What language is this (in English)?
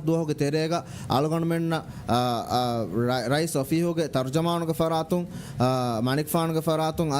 Divehi